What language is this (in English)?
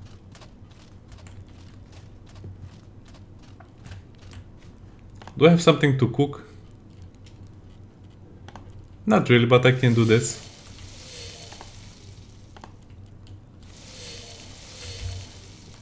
English